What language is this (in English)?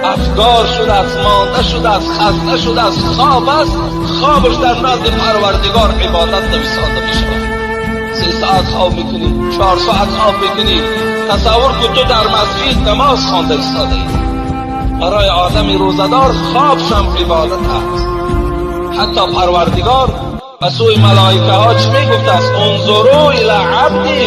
Tajik